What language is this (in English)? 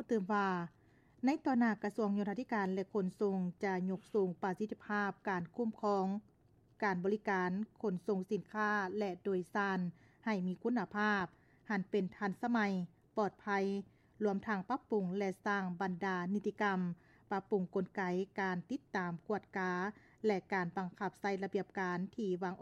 Lao